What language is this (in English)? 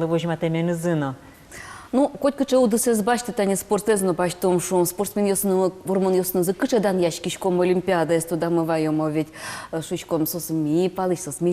Udmurt